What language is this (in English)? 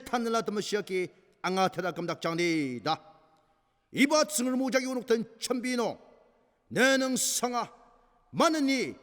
Ao Naga